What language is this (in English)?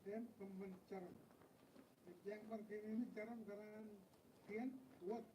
Marshallese